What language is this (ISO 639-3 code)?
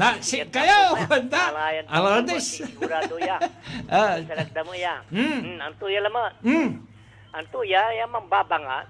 pag